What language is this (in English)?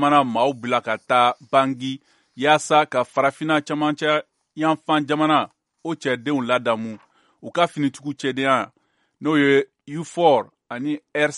Bambara